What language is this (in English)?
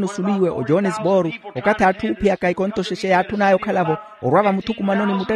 Makhuwa